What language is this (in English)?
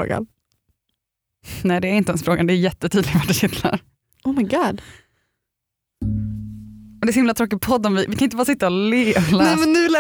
Swedish